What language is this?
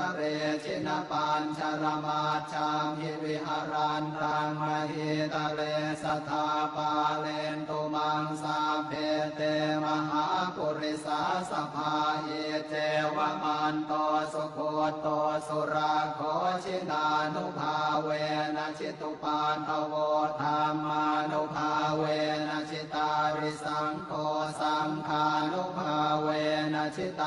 Pali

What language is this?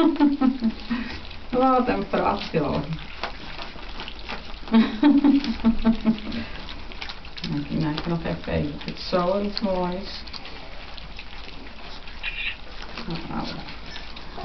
Dutch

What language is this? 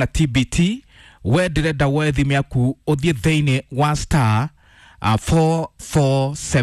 Kikuyu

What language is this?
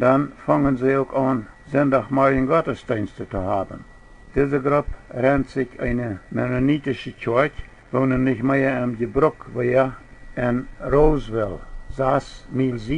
Plautdietsch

